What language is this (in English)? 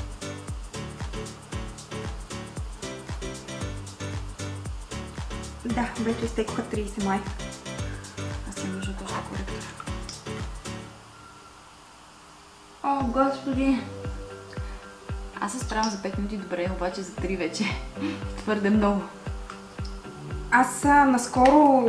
Bulgarian